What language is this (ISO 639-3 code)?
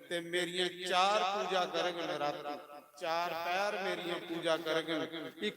doi